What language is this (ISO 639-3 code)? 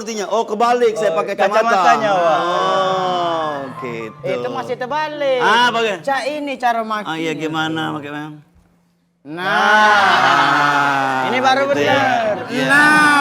mui